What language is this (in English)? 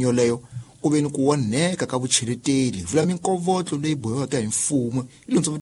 Tsonga